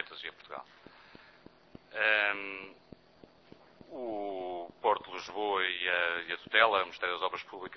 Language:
Portuguese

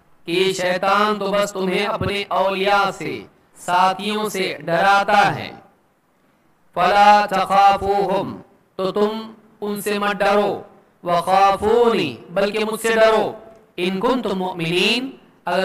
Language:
Urdu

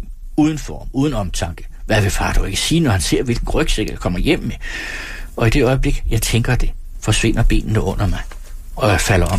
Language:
Danish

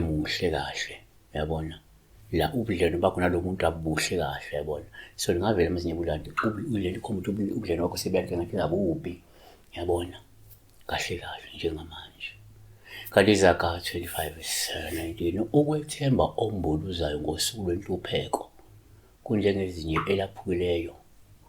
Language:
Zulu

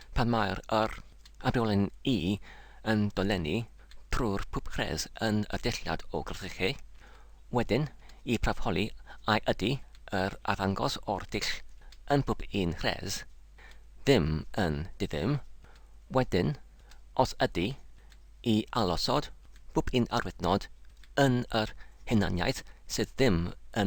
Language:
Welsh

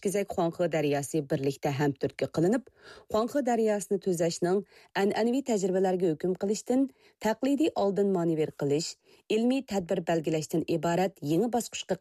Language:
Uyghur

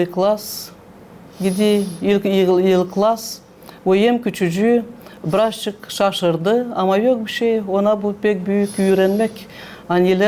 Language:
Gagauz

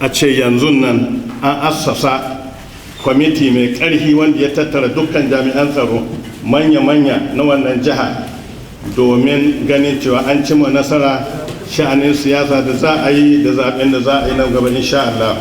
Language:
Hausa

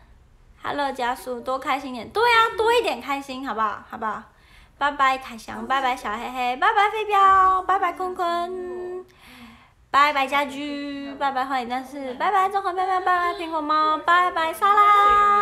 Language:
Chinese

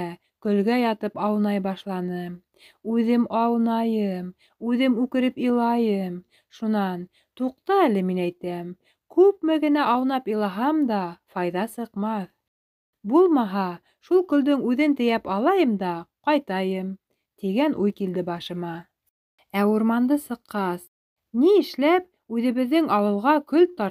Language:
Bashkir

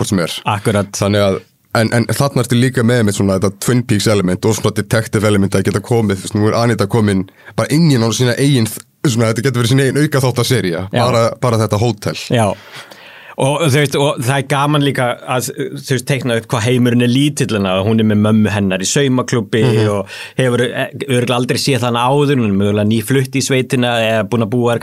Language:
Icelandic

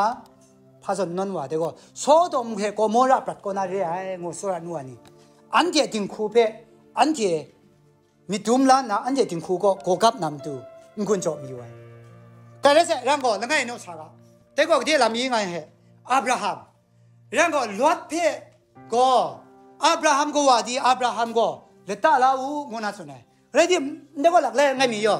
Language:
Kachin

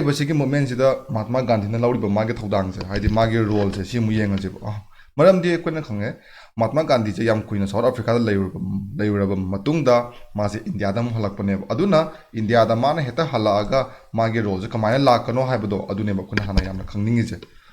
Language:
Manipuri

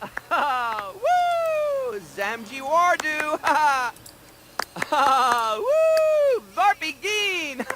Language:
Bavarian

